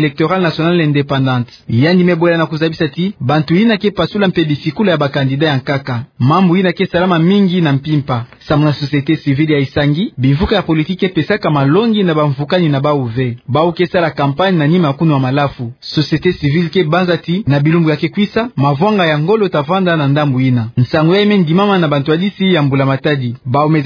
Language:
Kituba (Democratic Republic of Congo)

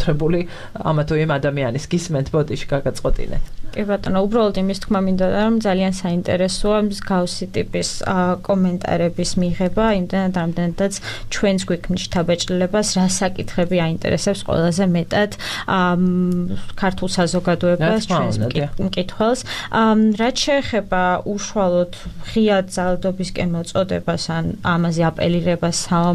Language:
Georgian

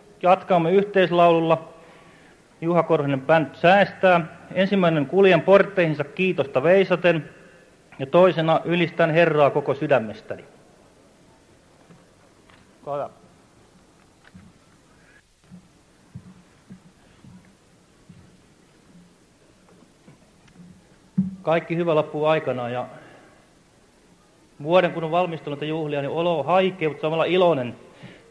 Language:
Finnish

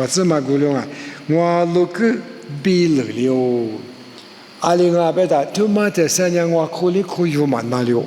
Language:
Lisu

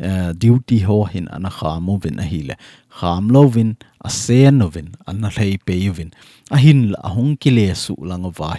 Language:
Thado Chin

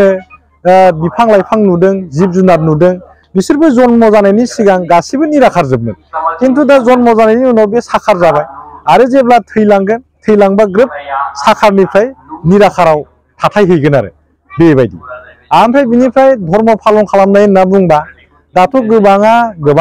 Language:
Bodo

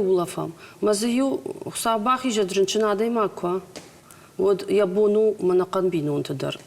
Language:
Ossetic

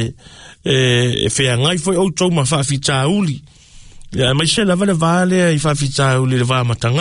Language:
Samoan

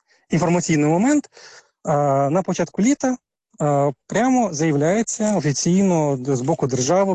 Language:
Ukrainian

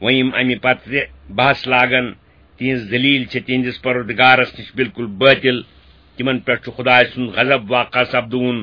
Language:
Kashmiri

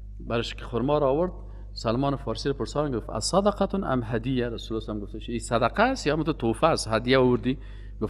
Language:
Persian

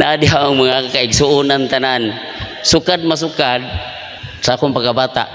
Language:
Cebuano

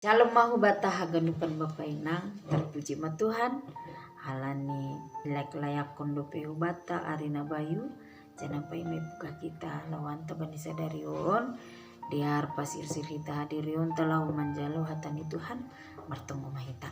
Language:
Batak Simalungun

